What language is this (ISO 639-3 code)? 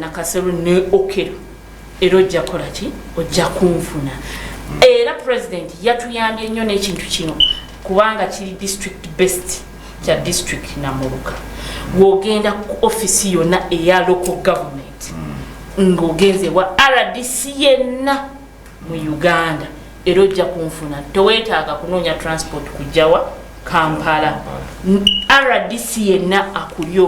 lug